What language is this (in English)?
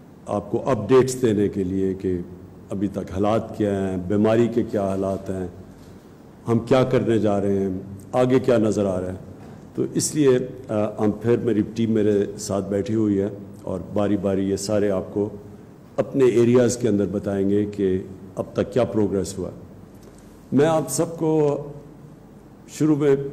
Urdu